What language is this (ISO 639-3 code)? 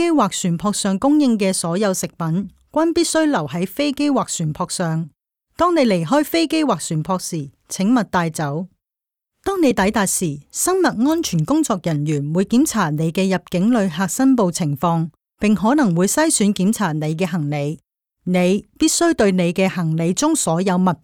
yue